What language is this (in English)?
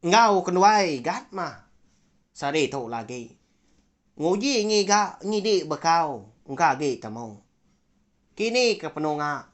Iban